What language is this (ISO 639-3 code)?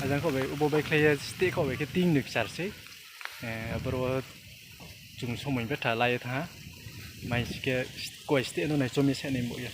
ria